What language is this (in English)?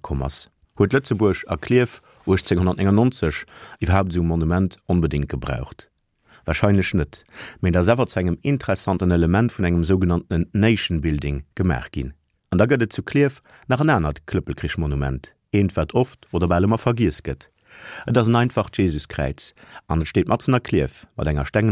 Luxembourgish